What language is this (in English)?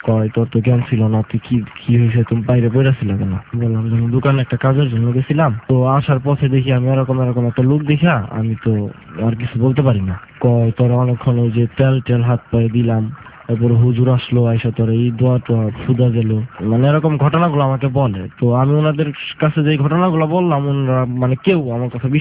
Bangla